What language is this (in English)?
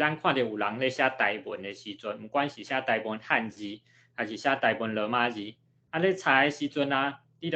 Min Nan Chinese